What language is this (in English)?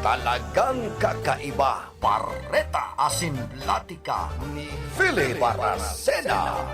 Bikol